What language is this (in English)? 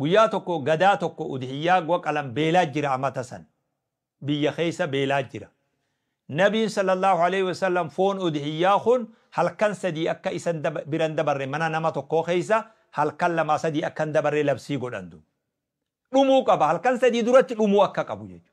Oromo